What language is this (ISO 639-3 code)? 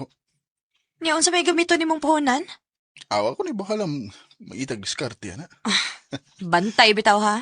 ceb